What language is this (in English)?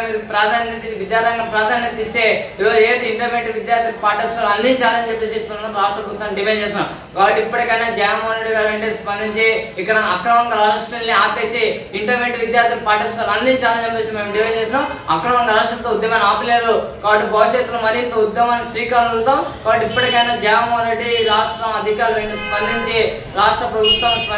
Telugu